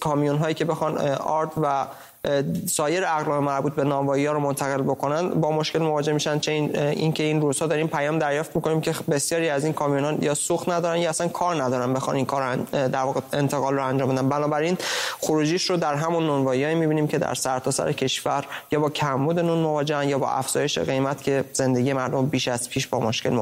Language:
Persian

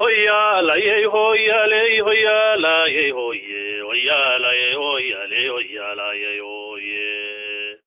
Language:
Somali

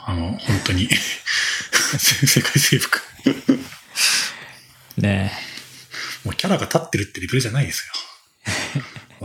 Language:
Japanese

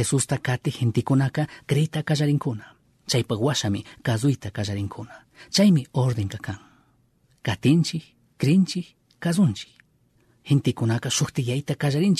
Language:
Chimborazo Highland Quichua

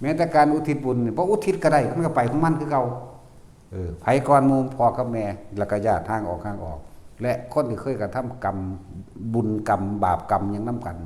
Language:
Northeastern Thai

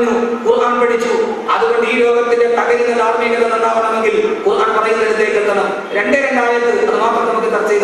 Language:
Malayalam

